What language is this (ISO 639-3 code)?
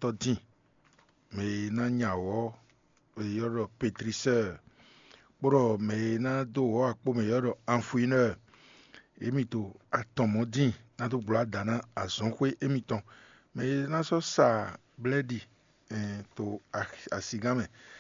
fon